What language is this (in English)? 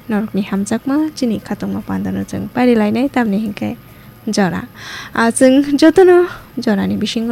Kok Borok